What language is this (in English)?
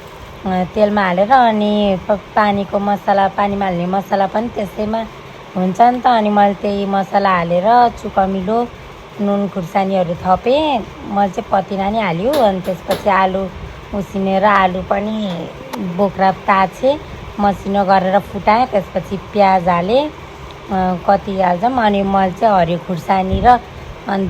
Nepali